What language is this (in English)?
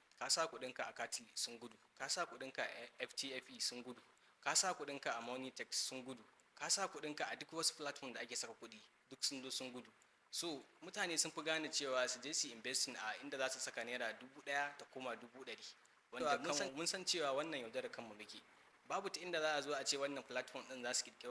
Hausa